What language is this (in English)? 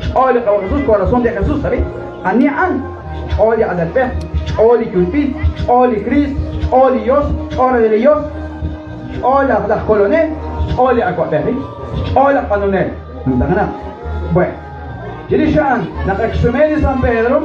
Kekchí